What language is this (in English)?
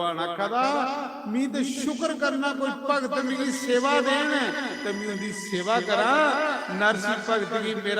Dogri